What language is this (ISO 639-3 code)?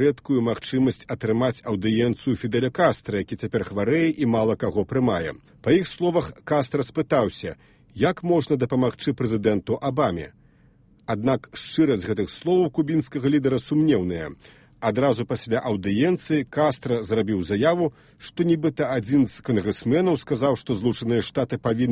bel